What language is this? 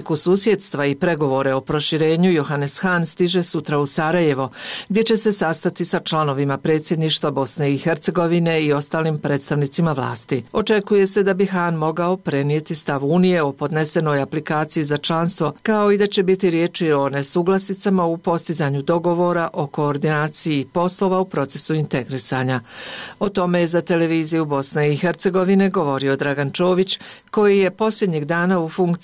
Bosnian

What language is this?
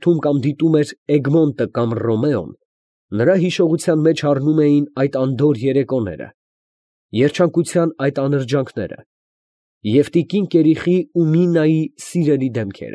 Armenian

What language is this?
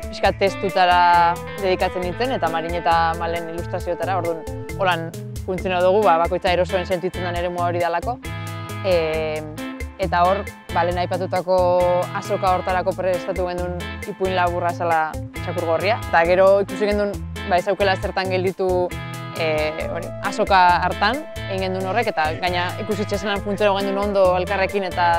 Basque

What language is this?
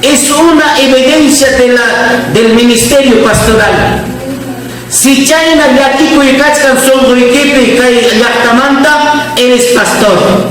Ayacucho Quechua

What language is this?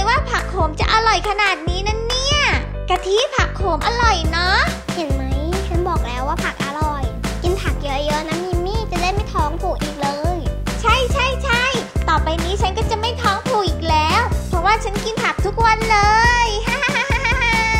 Thai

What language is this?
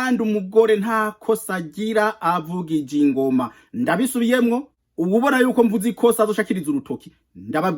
Rundi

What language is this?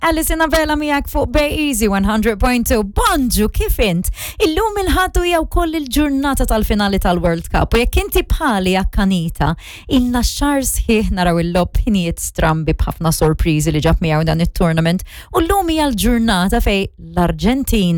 Maltese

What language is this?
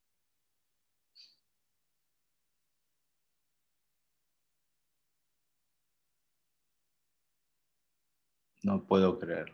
Spanish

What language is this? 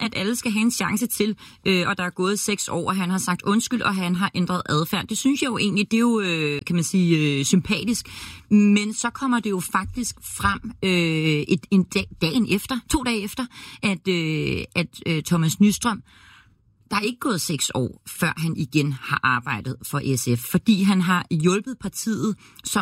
Danish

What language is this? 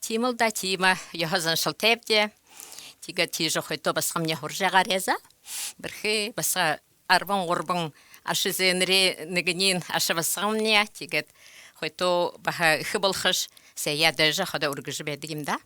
Buriat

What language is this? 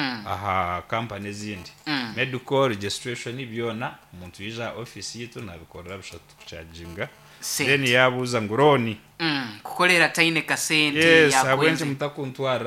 Nyankole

